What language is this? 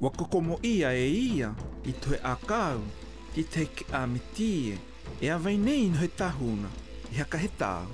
South Marquesan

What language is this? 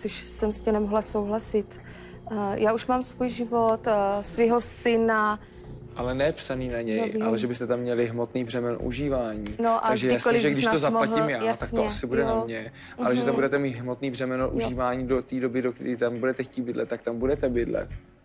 Czech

